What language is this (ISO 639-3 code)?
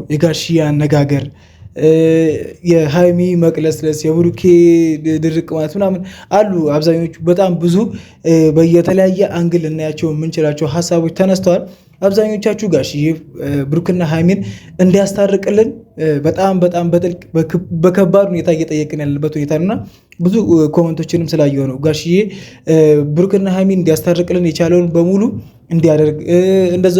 amh